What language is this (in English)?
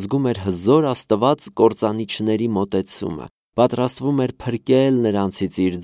Armenian